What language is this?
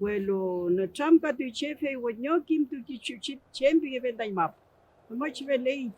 Mapuche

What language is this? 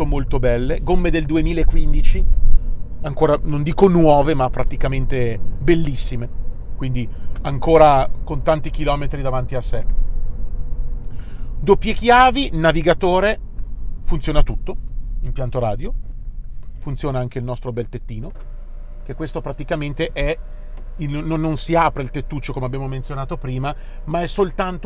Italian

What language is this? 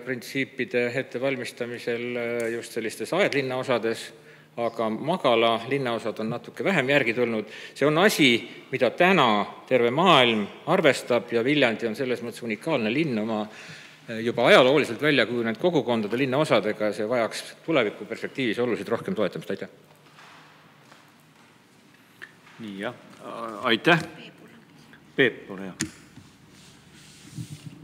Estonian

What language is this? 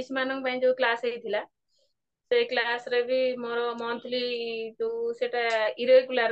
Odia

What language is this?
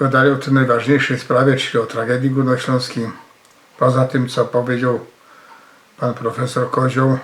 Silesian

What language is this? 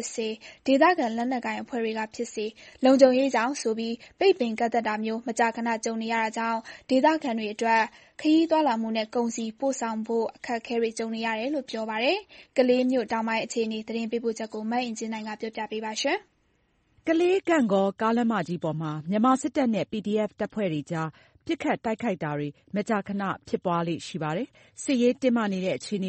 Burmese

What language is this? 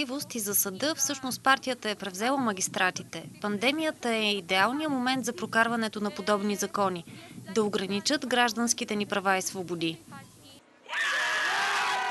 Bulgarian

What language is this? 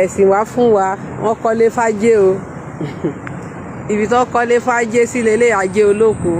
Yoruba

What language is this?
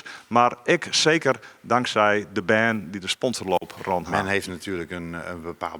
Western Frisian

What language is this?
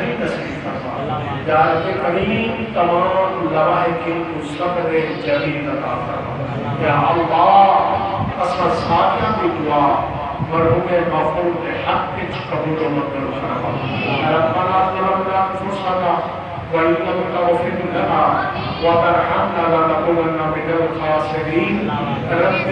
Saraiki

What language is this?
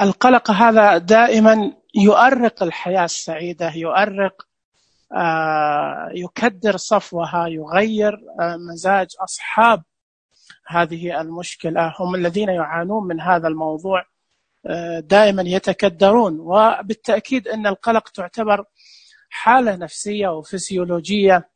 Najdi Arabic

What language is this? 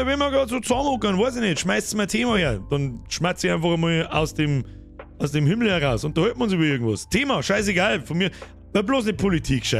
Bavarian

